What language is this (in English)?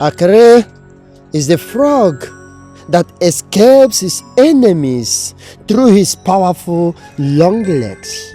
Nigerian Pidgin